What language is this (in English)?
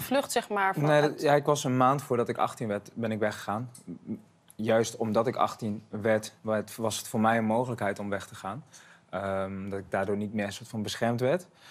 Dutch